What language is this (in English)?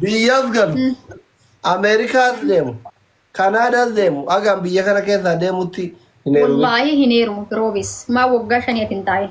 Oromo